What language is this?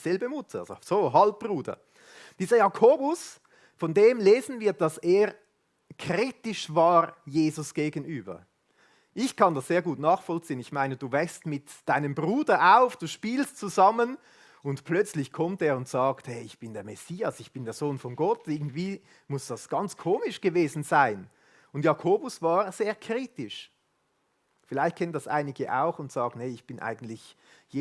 Swiss German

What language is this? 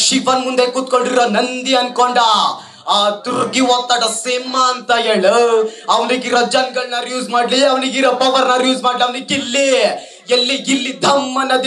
Kannada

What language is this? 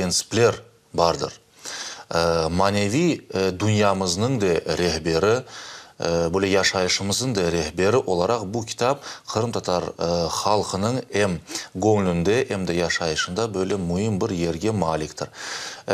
Crimean Tatar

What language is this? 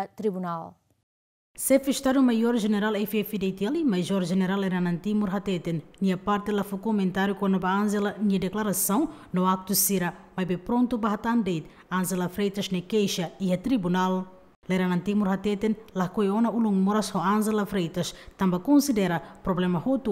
Tetum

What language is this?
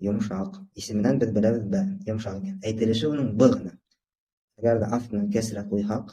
Bashkir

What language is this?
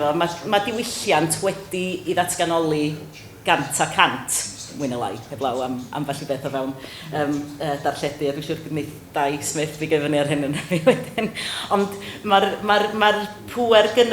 Welsh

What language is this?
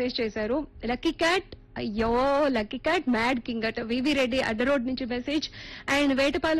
Telugu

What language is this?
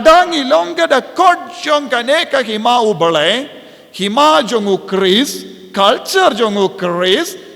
Khasi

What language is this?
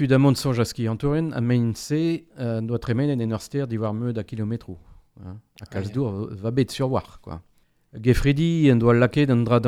Breton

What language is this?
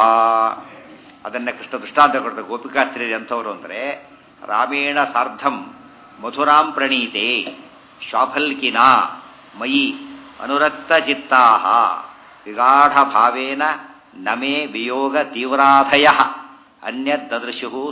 Kannada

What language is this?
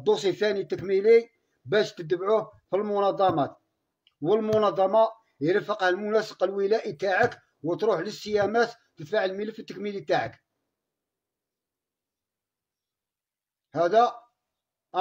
Algerian Arabic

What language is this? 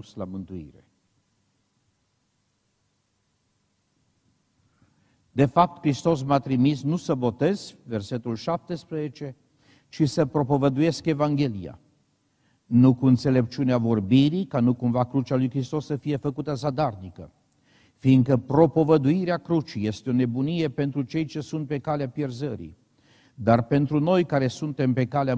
Romanian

